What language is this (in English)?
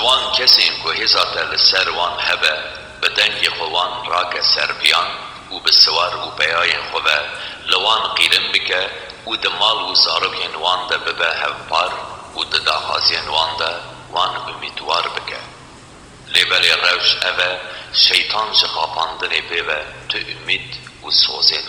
Kurdish